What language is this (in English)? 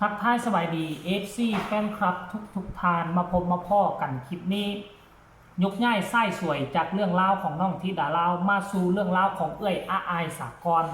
Lao